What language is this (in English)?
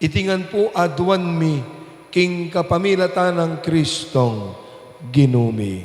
Pampanga